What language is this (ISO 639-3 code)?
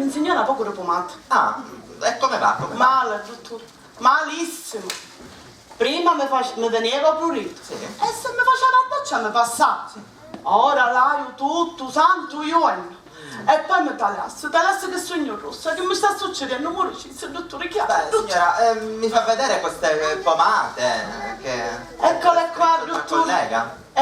scn